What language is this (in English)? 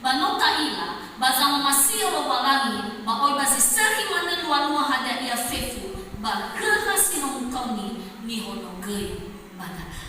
Nias